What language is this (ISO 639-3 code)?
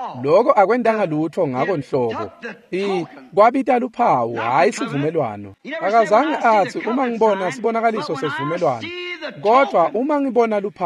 ssw